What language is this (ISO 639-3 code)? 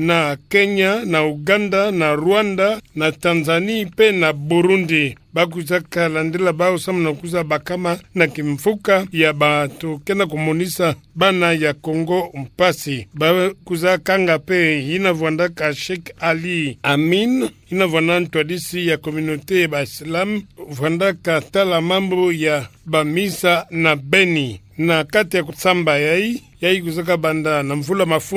ktu